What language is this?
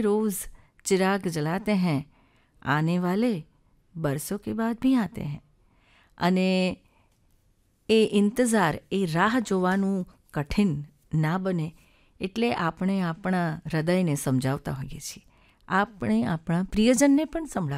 Gujarati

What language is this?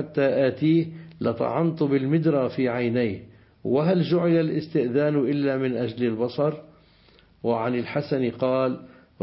Arabic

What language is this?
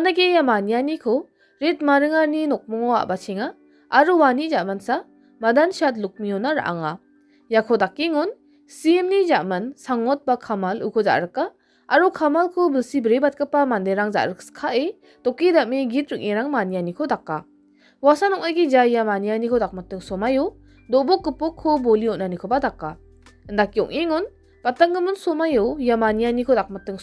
Garo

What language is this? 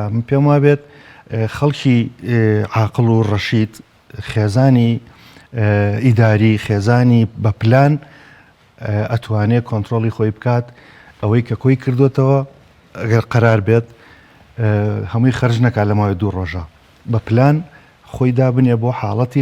Central Kurdish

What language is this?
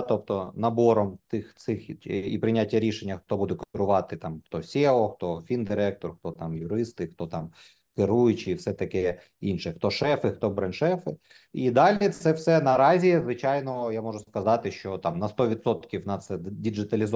Ukrainian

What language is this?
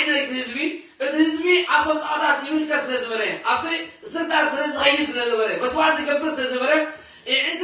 Tigrinya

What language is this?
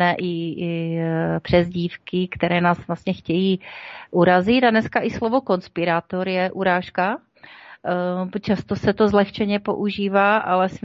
Czech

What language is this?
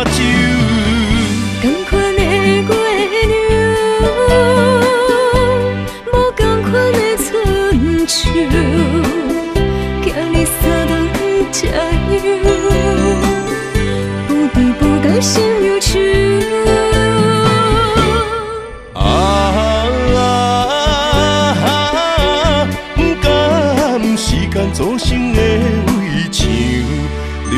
Min Nan Chinese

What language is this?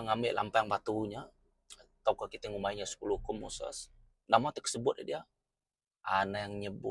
Iban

